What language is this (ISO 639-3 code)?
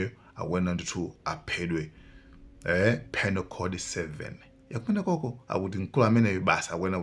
nya